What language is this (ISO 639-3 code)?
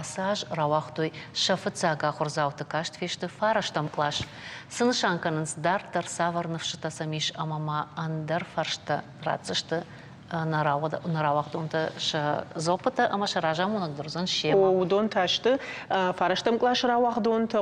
oss